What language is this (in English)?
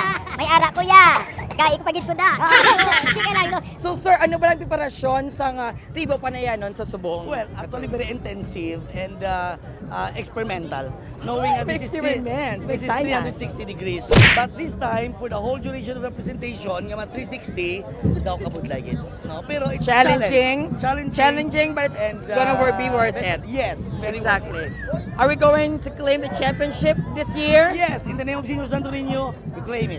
Hiligaynon